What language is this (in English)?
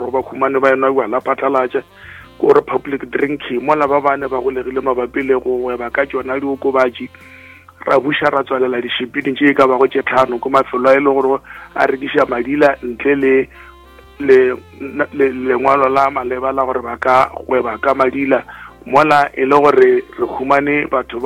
Northern Sotho